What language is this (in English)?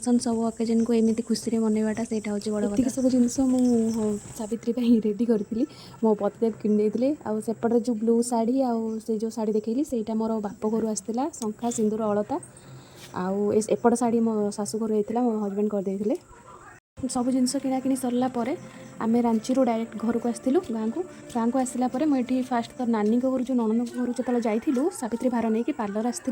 Odia